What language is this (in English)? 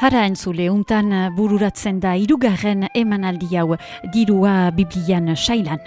Basque